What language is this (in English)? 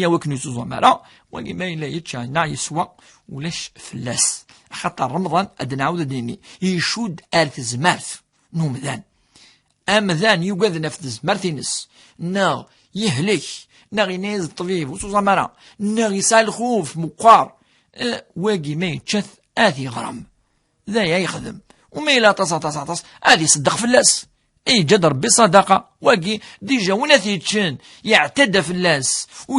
Kabyle